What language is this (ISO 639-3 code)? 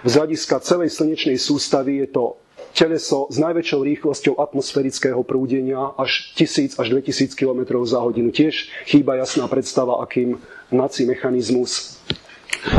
slk